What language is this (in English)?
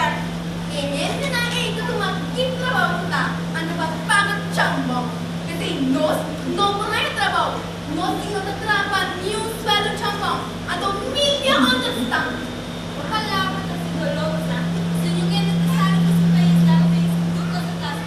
Papiamento